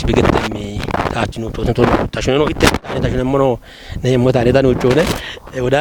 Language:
Kafa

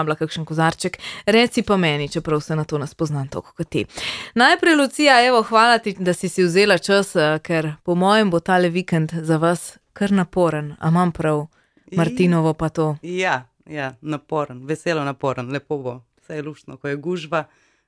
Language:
Slovenian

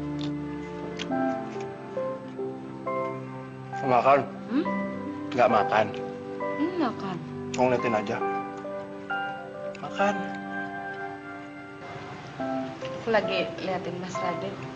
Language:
Indonesian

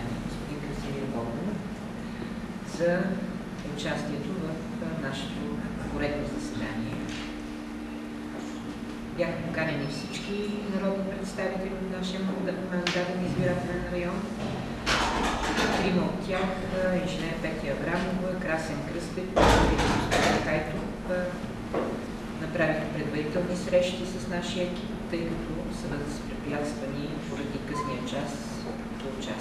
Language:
Bulgarian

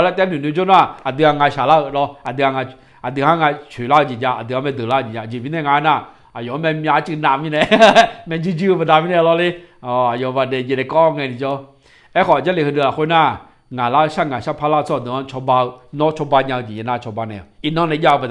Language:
Akha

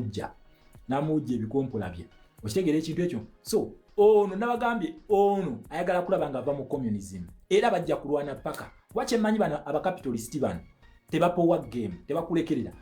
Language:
Ganda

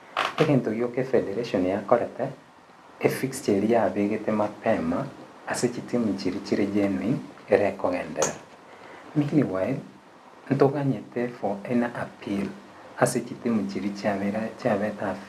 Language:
Gusii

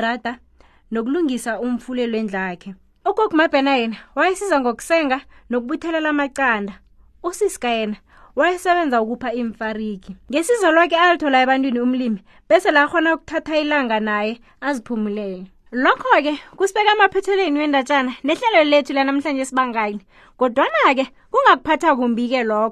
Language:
South Ndebele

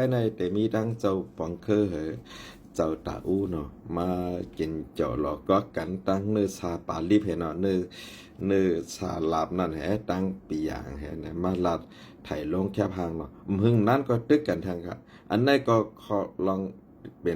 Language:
Shan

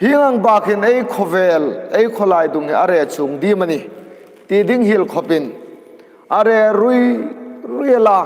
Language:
Hmar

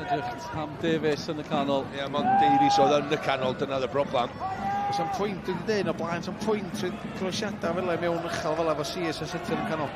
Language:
Welsh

